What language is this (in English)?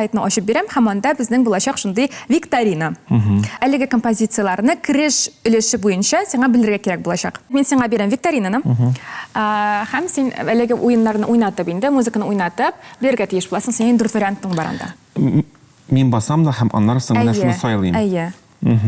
Tatar